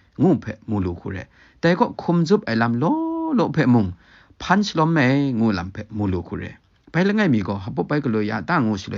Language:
Kachin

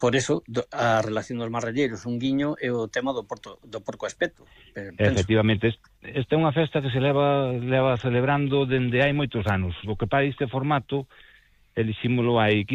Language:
Galician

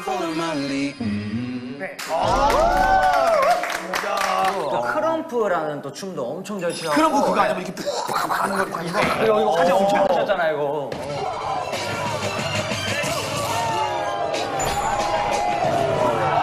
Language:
Korean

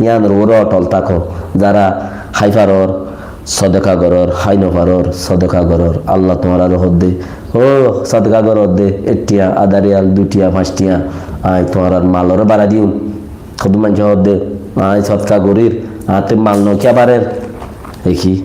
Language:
Rohingya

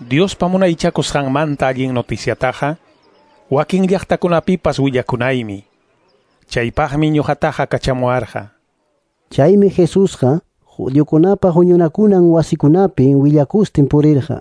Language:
Quechua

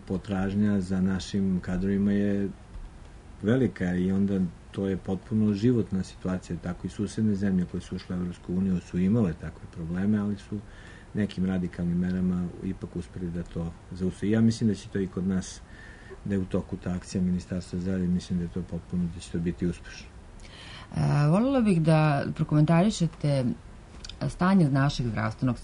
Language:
Serbian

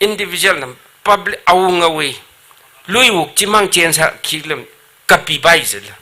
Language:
Tangkhul Naga (India)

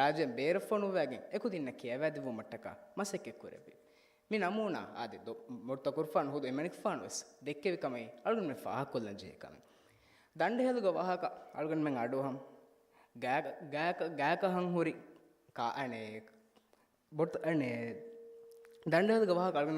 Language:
Divehi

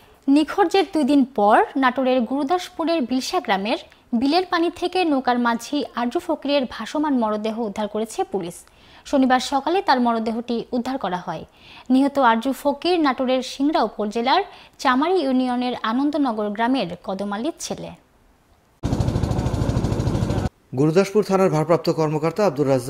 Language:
Bangla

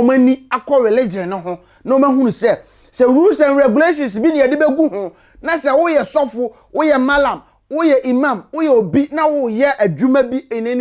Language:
Akan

